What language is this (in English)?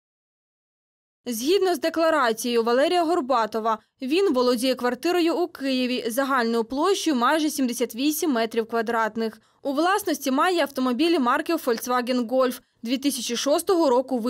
Ukrainian